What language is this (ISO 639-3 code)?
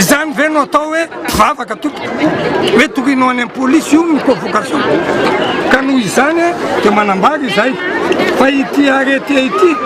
mlg